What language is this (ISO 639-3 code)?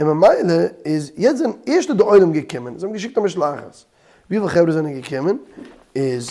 yid